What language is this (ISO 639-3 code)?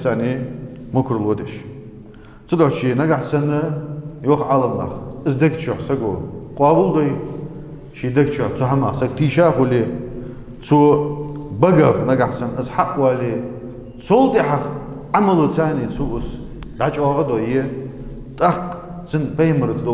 inh